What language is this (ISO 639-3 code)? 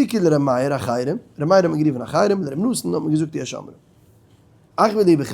yid